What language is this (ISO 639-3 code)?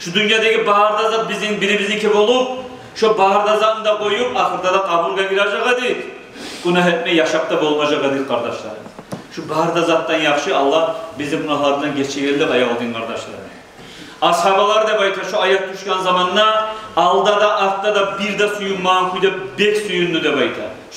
kum